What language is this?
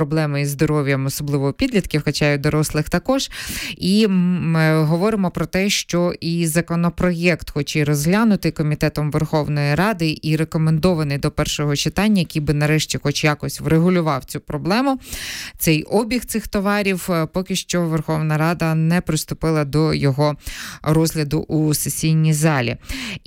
Ukrainian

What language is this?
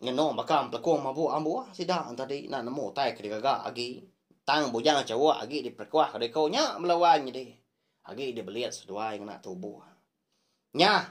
Iban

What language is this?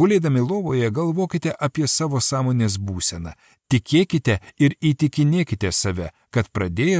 Lithuanian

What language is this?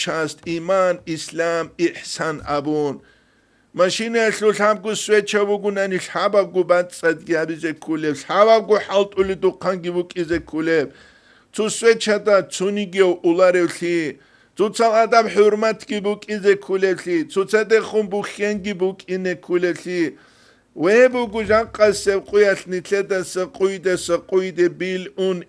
Avaric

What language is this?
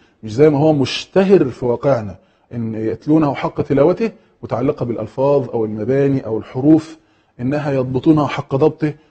Egyptian Arabic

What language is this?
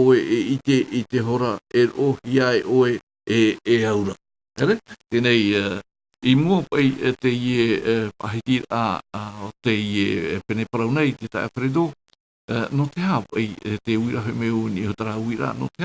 Tahitian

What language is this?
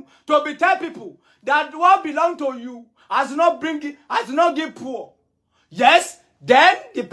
Nigerian Pidgin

